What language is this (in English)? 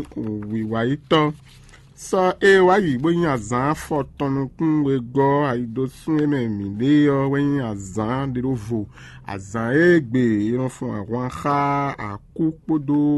Fon